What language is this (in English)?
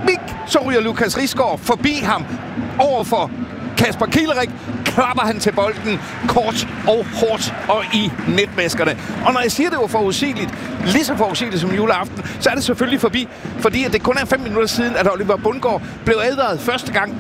Danish